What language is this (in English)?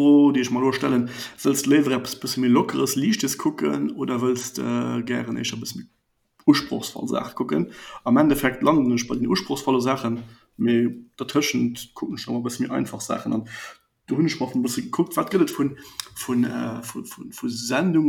Luxembourgish